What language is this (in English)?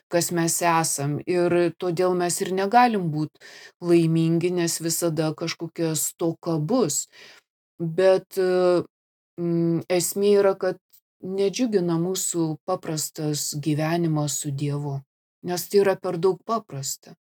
Lithuanian